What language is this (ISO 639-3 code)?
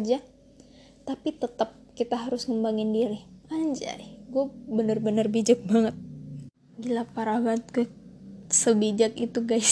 ind